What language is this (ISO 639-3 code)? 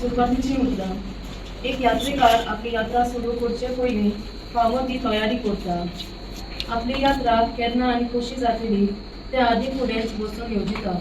kok